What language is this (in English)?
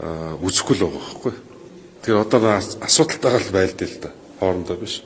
Mongolian